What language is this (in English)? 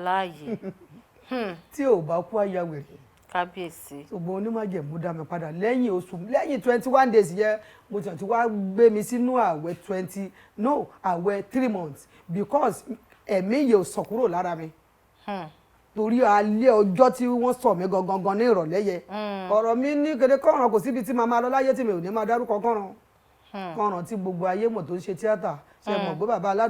Yoruba